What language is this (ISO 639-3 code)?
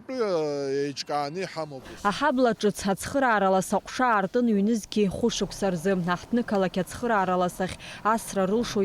abk